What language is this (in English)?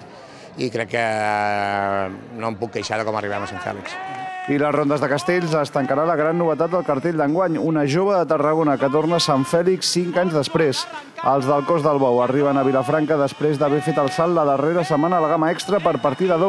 Catalan